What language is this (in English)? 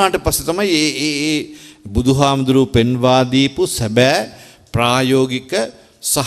Sinhala